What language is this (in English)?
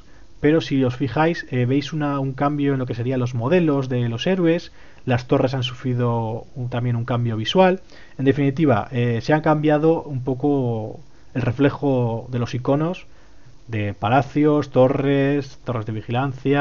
Spanish